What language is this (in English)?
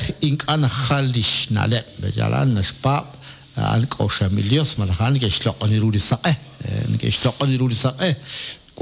Kekchí